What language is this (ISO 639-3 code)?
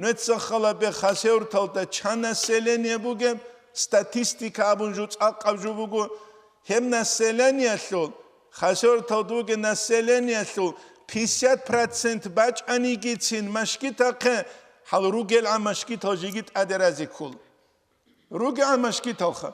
ava